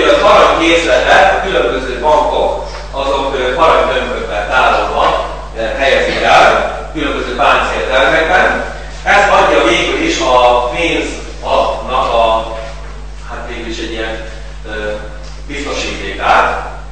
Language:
Hungarian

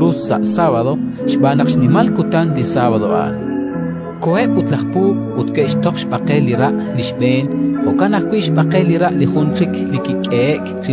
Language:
Kekchí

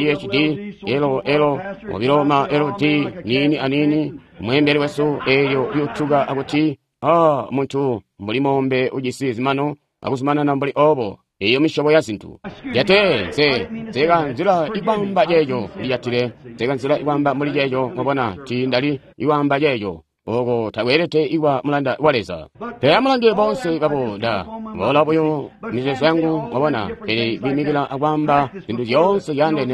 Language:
Tonga (Zambia)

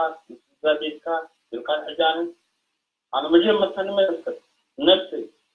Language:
Tigrinya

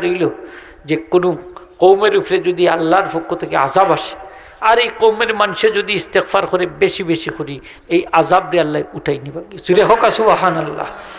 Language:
Sylheti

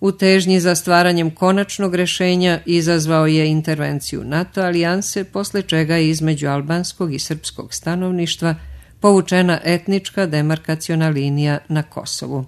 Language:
Serbian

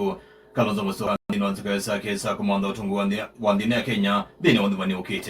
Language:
Kamba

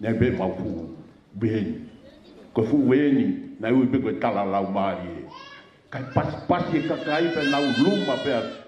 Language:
Tongan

